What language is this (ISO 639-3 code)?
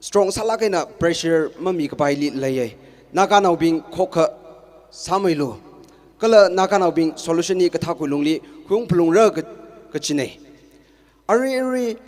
nmf